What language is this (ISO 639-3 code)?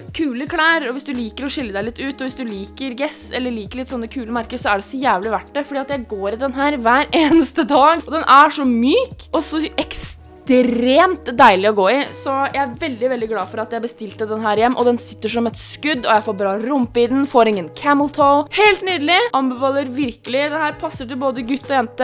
nor